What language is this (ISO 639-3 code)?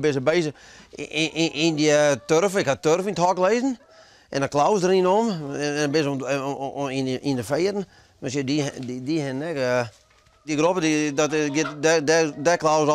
fry